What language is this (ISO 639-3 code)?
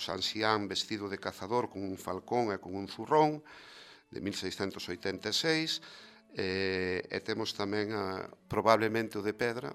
glg